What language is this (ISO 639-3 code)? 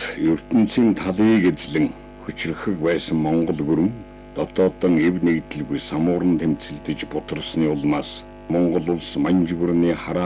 mon